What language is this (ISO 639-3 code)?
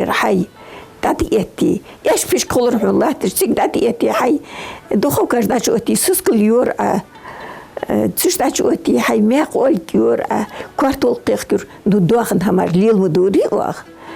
inh